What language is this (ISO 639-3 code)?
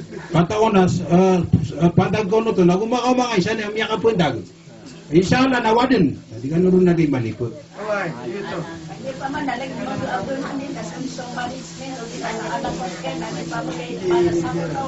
mrw